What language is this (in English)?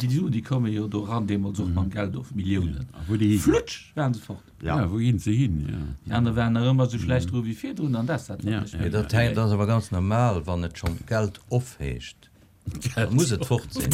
Luxembourgish